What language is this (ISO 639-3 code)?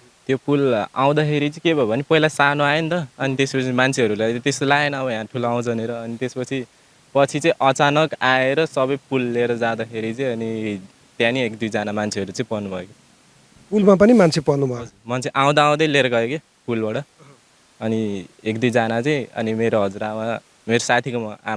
nep